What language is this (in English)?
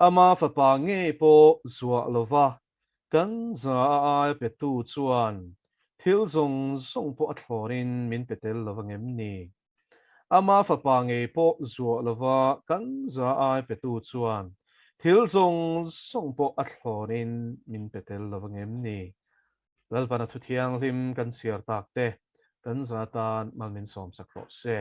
Mizo